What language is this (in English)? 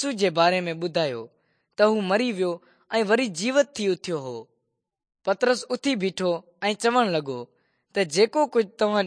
Sindhi